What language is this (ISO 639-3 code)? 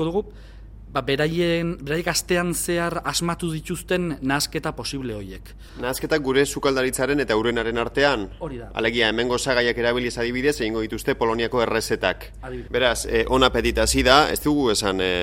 eus